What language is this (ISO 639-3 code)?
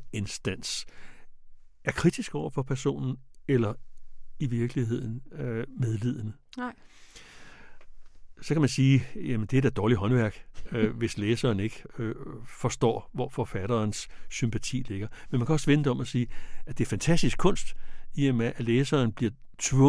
dan